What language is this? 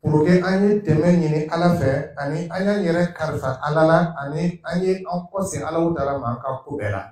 Dyula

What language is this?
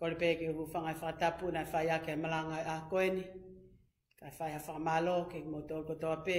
Tongan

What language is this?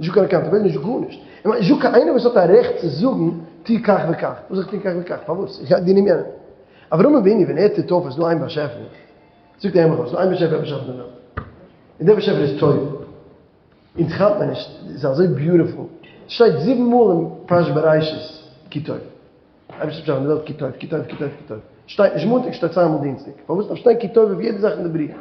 Yiddish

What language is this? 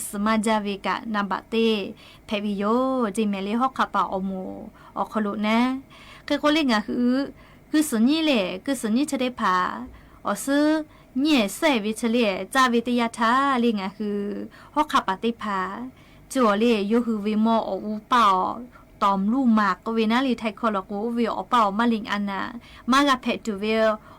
Lahu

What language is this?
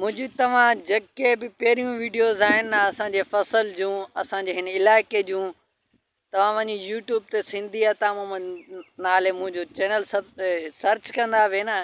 Sindhi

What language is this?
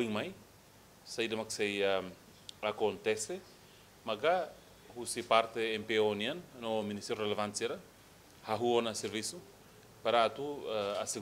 Tetum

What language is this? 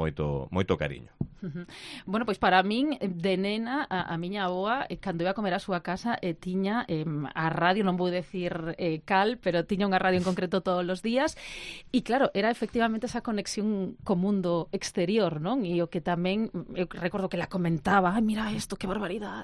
Galician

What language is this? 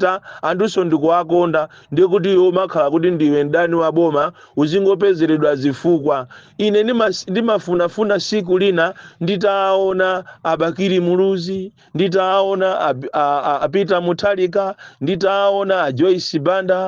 Nyanja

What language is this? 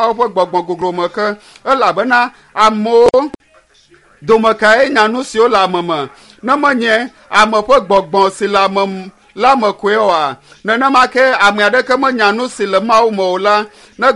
Ewe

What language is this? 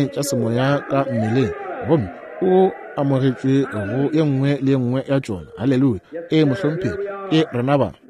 Northern Sotho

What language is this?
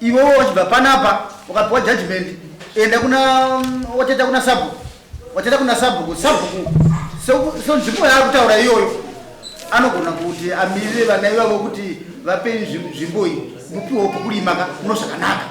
Shona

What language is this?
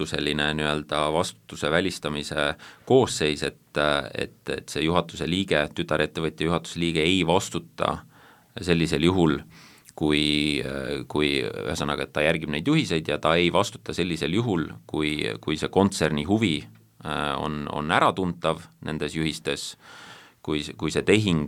Estonian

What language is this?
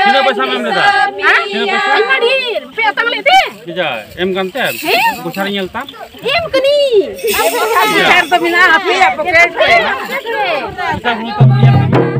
Santali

